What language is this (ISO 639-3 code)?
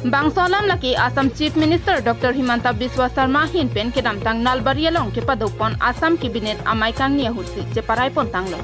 mjw